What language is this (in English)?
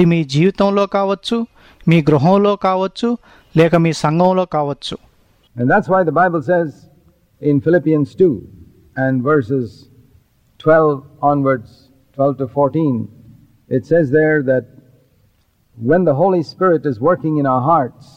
Telugu